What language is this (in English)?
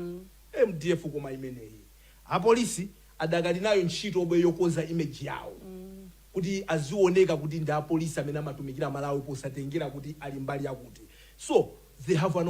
Nyanja